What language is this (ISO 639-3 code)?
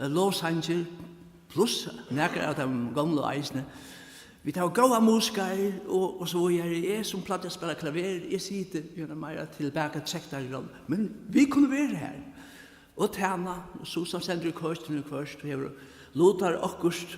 fao